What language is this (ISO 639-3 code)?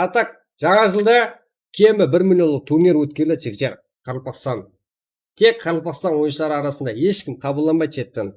kaa